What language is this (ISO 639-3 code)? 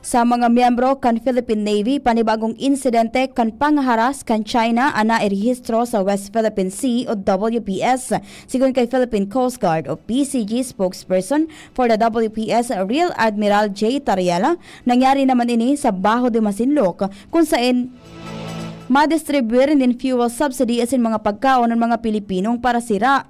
bik